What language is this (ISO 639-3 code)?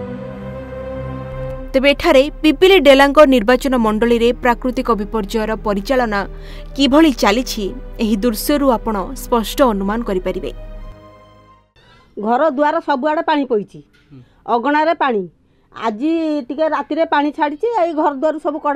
ori